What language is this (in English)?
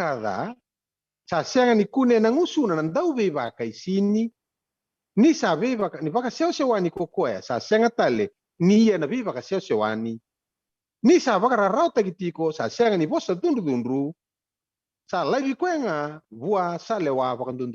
Fijian